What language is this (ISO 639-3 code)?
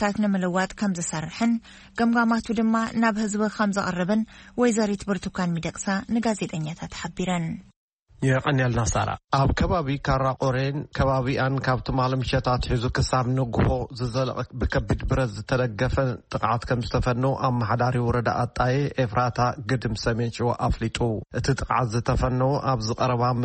tir